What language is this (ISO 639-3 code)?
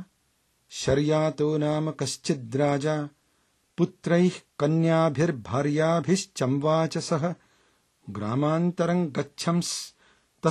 san